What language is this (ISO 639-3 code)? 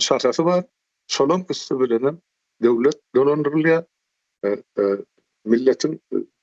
tuk